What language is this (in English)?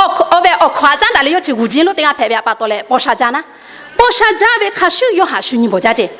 Lahu